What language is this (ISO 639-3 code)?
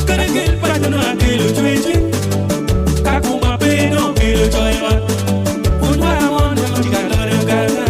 ach